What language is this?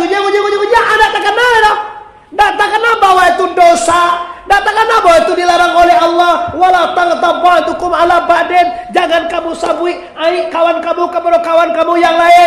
Minangkabau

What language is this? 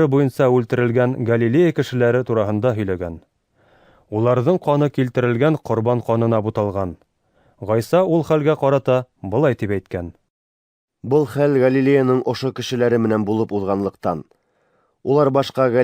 Bashkir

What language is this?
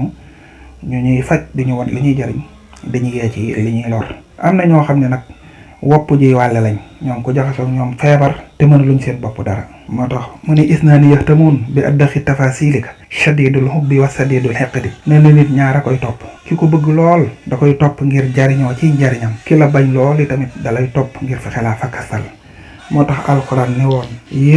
Wolof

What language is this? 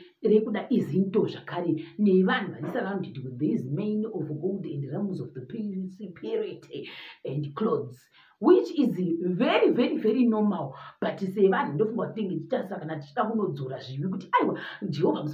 Shona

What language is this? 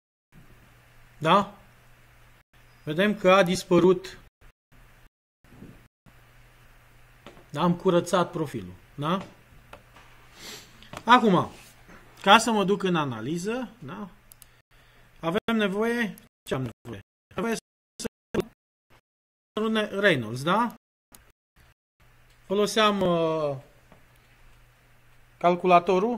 Romanian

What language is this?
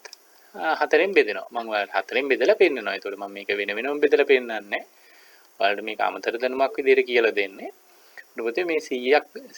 Sinhala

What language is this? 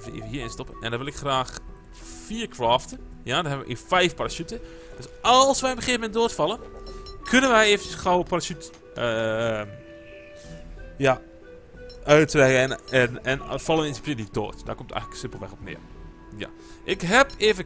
Dutch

